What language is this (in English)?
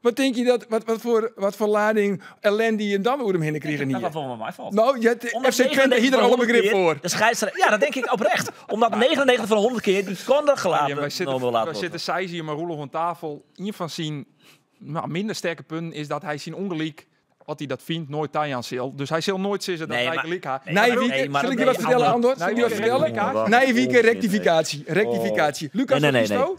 Western Frisian